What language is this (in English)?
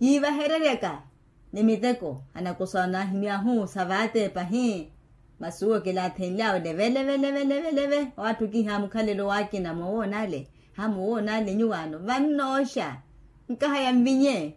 Makhuwa